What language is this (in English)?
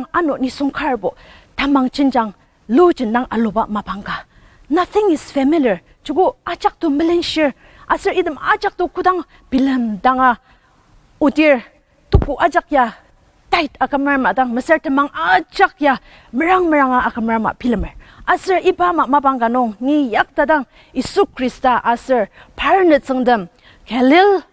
Ao Naga